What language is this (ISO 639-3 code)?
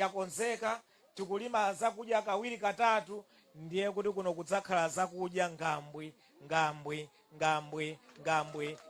nya